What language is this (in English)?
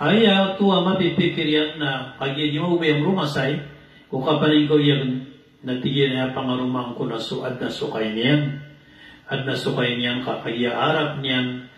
Maranao